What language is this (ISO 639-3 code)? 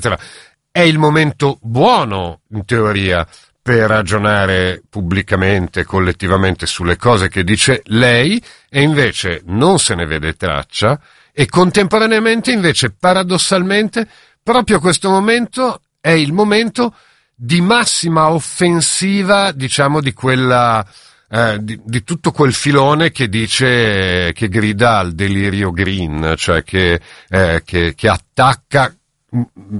ita